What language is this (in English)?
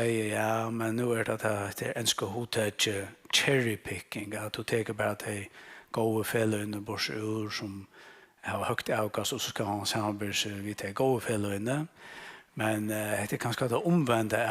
Faroese